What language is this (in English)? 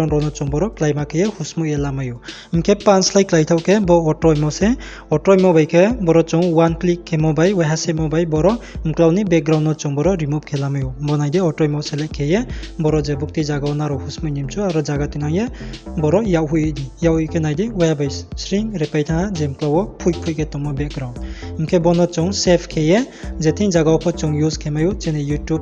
Riang (India)